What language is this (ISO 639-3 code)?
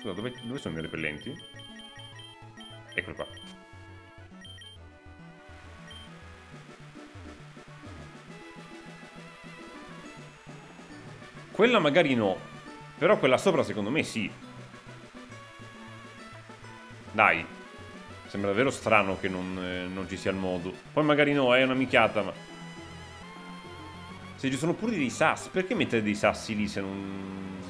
ita